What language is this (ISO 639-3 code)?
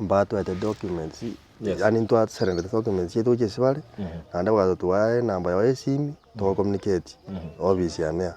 guz